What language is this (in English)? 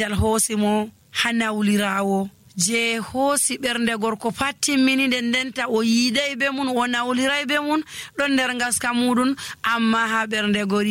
Nigerian Fulfulde